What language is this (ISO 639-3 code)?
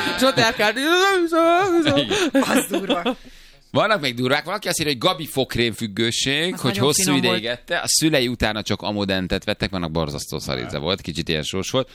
hun